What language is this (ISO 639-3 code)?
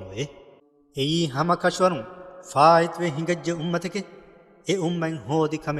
div